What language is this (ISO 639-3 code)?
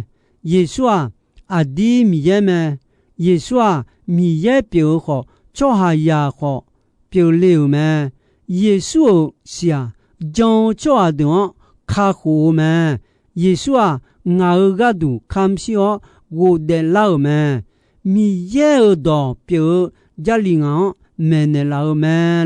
ahk